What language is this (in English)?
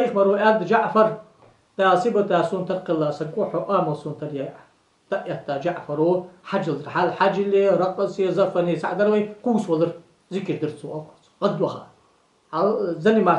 Ingush